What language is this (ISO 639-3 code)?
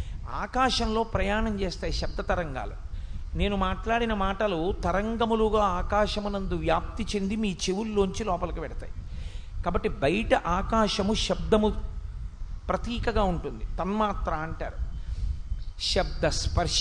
tel